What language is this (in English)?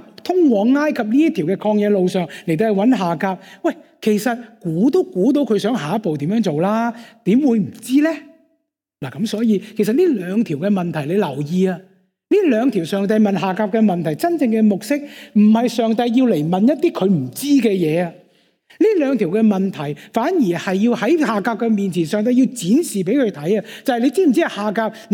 Cantonese